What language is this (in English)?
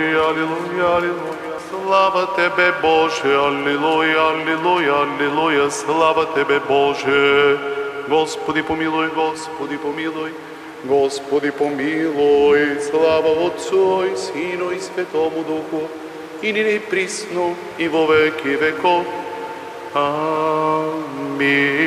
Bulgarian